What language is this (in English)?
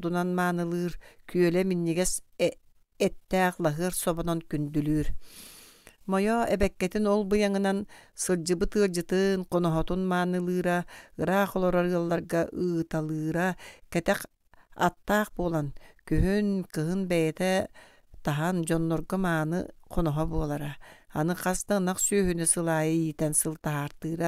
Yakut